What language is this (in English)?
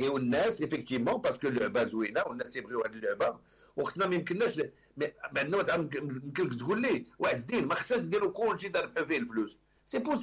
Moroccan Arabic